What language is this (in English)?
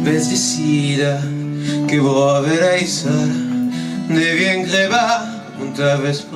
Occitan